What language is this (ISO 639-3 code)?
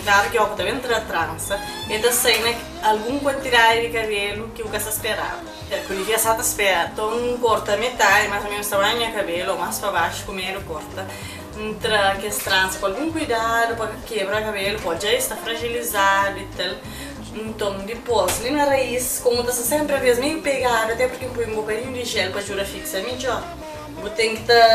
kea